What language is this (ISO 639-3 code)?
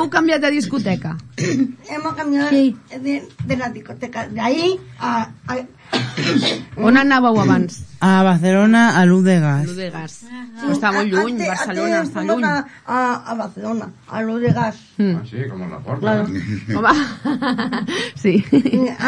cat